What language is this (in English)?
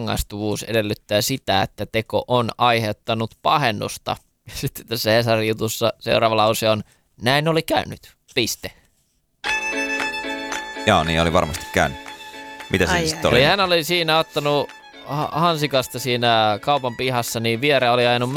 Finnish